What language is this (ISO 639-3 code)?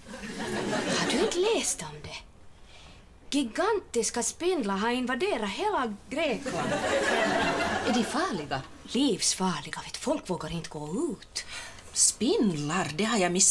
swe